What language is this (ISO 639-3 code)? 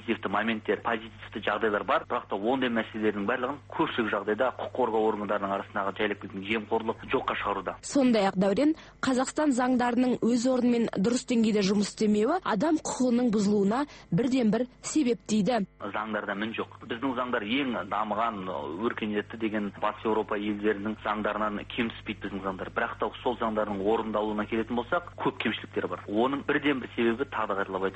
kaz